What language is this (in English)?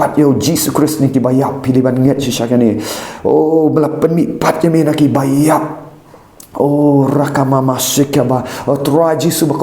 Khasi